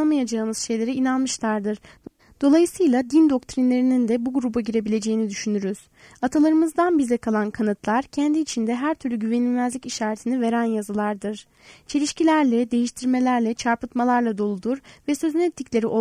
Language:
Turkish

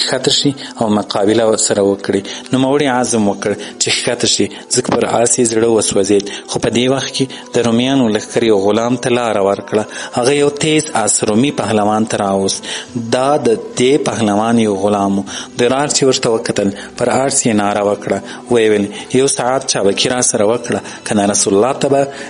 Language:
Pashto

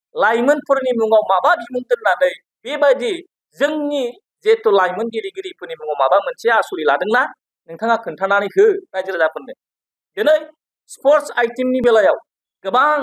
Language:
Bodo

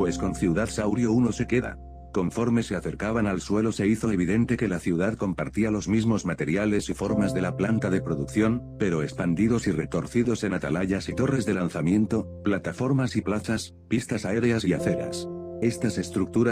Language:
Spanish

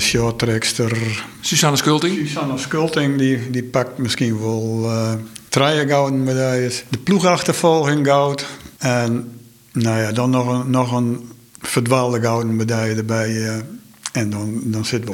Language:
Western Frisian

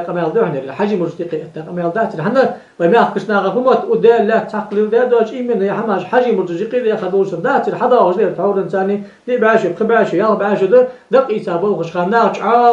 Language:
Ingush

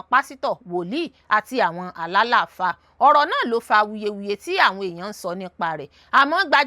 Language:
Yoruba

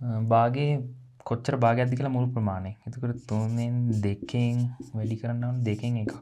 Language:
Sinhala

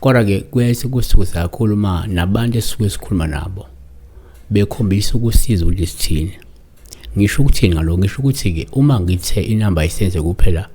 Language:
Zulu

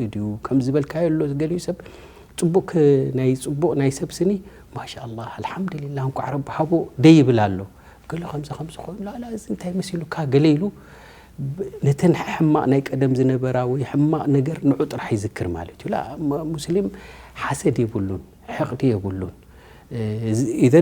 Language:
Tigrinya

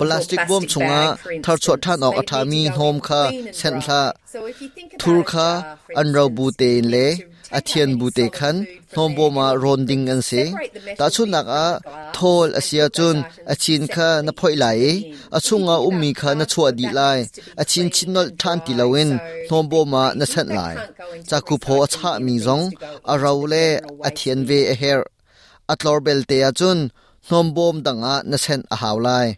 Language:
Hakha Chin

